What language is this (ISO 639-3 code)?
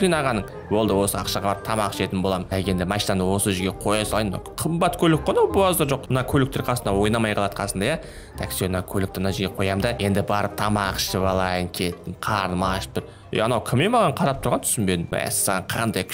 kaz